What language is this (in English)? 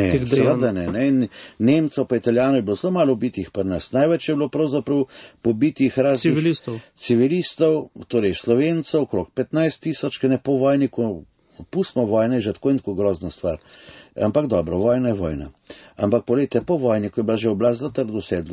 Slovenian